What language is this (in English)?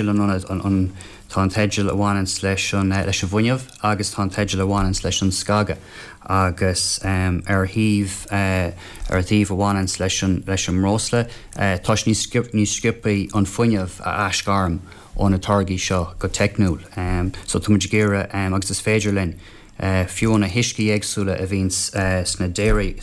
Irish